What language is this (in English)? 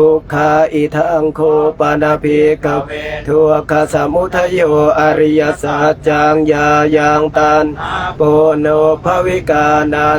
Pali